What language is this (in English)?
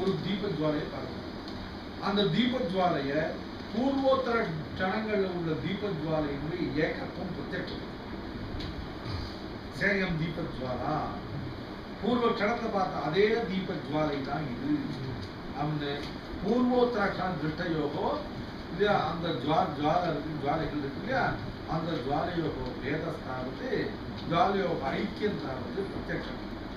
Tamil